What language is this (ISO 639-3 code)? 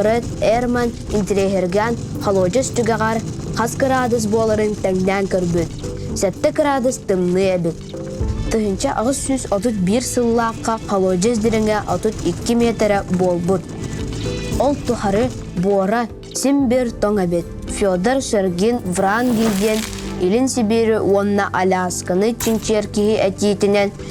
sah